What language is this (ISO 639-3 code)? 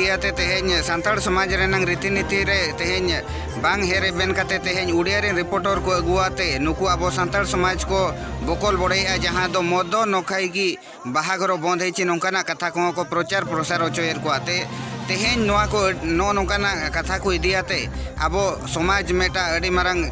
sat